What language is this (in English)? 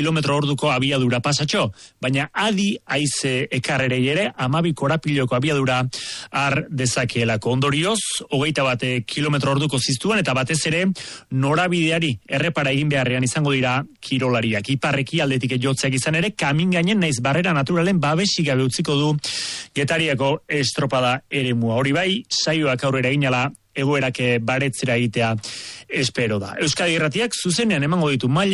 Basque